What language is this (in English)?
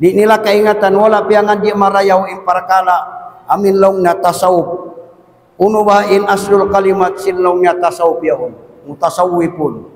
Tausug